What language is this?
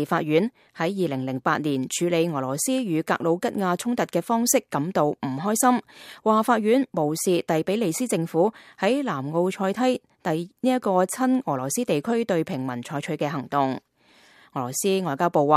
Cantonese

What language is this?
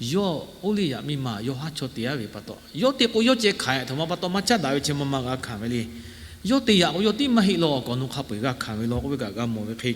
Lahu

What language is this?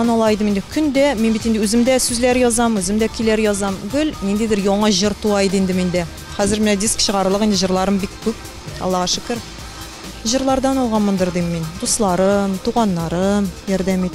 Tatar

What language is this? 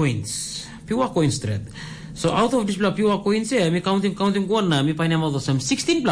Tok Pisin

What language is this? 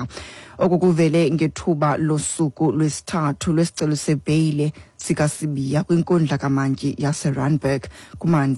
Xhosa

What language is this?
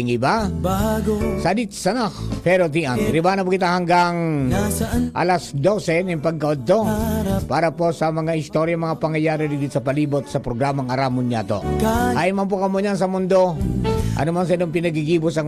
Bikol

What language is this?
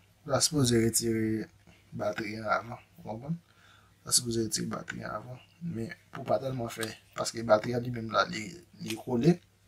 Haitian Creole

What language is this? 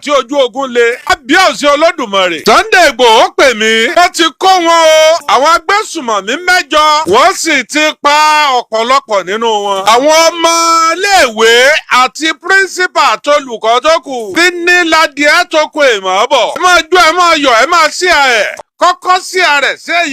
Yoruba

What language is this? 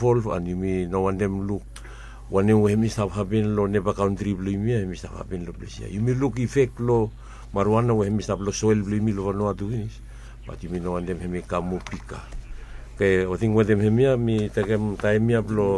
Bislama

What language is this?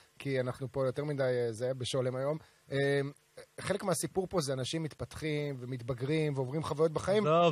Hebrew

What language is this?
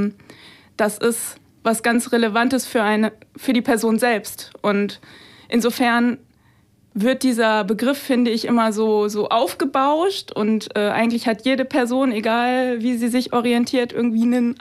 German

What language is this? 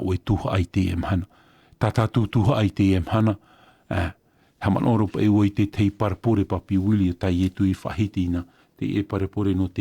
Tahitian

